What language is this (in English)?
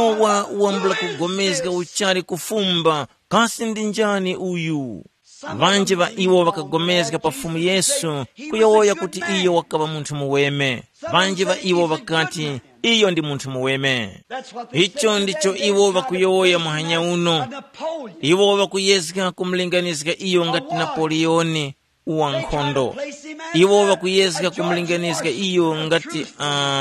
Tumbuka